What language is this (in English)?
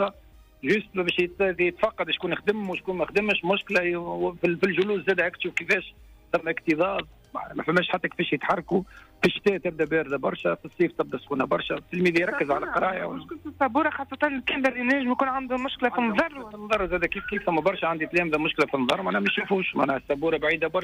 Tunisian Arabic